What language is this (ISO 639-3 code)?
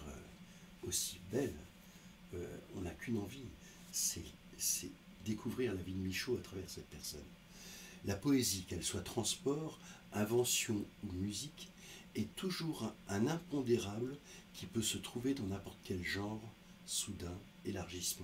fra